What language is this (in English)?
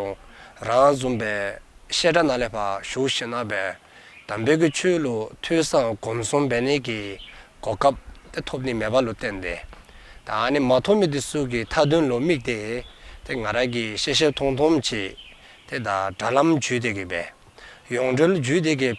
Dzongkha